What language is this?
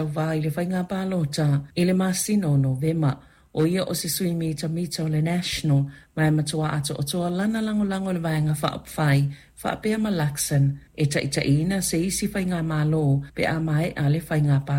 Samoan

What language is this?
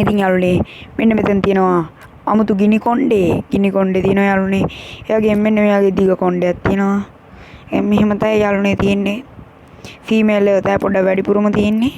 Sinhala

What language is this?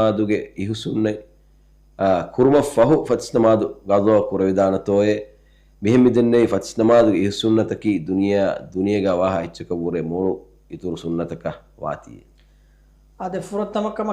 Divehi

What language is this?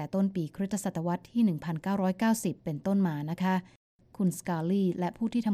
Thai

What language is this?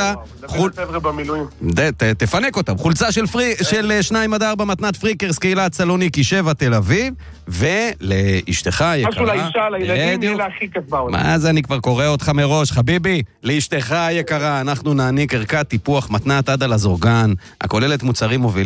Hebrew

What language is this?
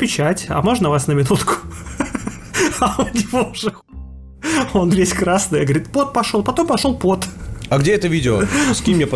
Russian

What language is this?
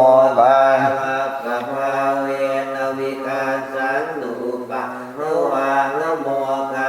Pali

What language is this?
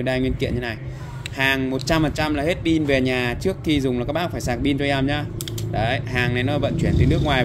Vietnamese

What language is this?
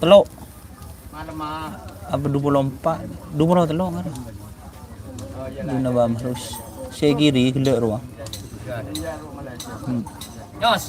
Madurese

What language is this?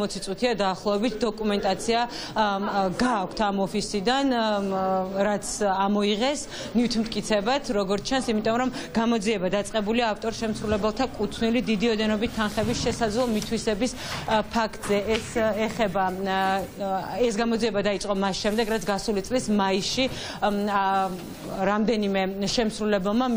Georgian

